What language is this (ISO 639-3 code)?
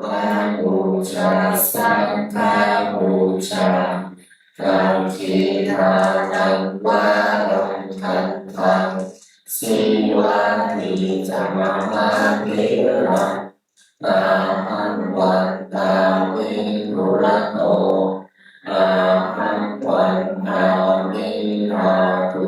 pli